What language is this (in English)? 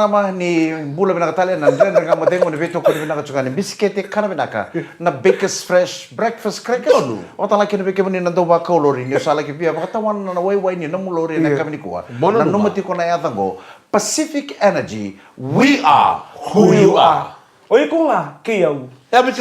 Fijian